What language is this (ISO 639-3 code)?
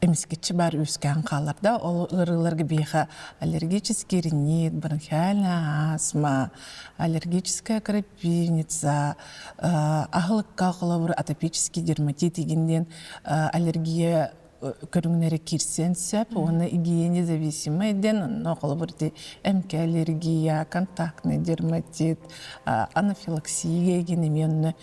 sah